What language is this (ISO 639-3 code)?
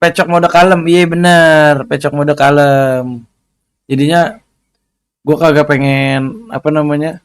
bew